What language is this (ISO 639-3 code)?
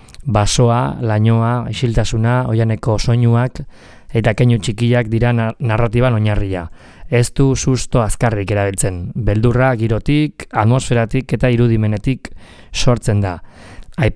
eus